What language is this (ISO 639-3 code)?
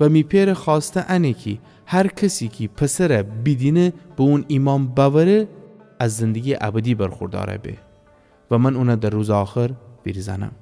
glk